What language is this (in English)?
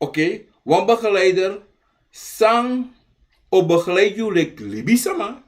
Sranan Tongo